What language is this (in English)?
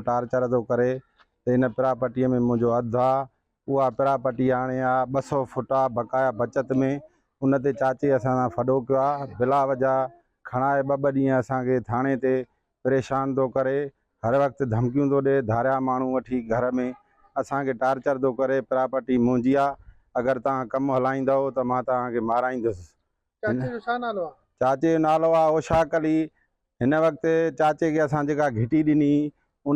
Sindhi